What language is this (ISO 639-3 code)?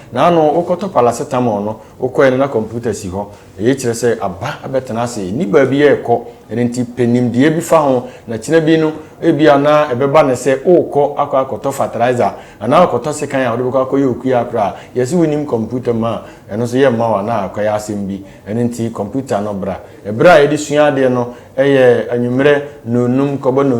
aka